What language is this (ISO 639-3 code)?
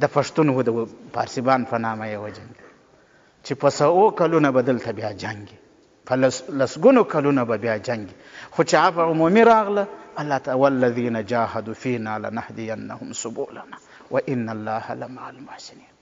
pus